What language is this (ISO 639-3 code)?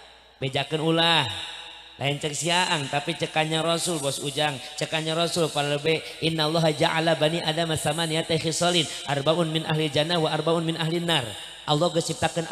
sun